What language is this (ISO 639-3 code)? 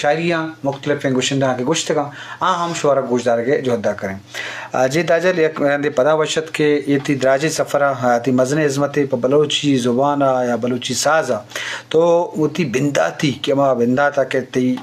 bgp